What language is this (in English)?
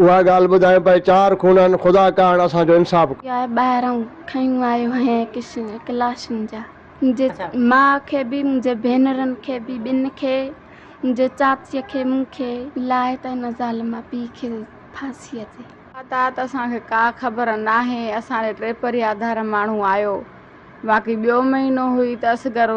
Sindhi